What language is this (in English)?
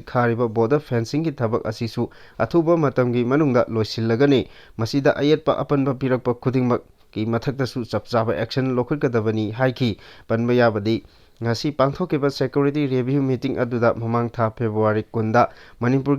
Manipuri